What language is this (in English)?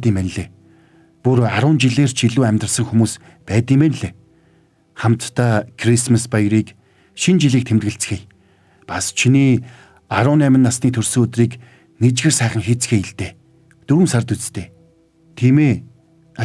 Mongolian